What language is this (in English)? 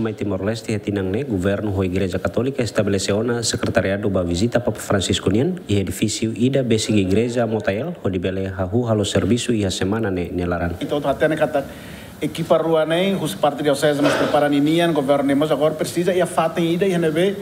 Tetum